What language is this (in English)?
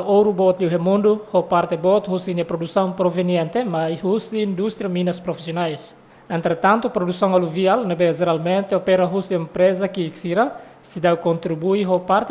Tetum